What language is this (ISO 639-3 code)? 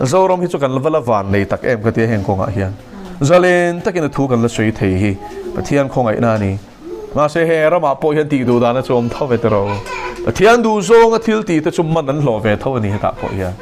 lus